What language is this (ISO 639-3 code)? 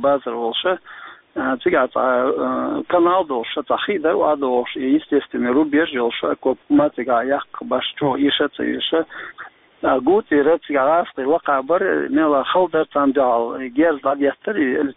che